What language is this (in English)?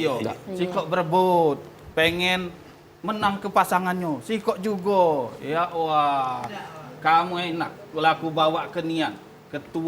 Musi